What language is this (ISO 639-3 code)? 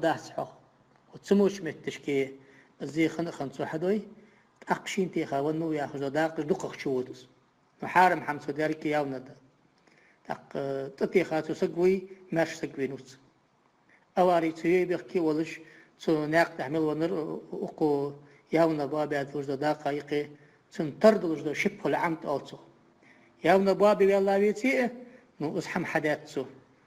inh